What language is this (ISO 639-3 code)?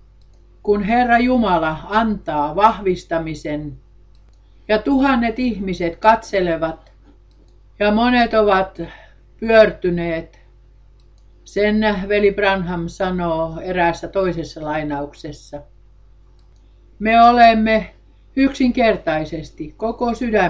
fin